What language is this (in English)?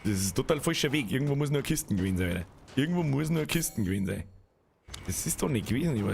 Bavarian